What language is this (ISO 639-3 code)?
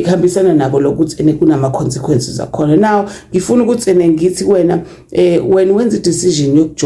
zul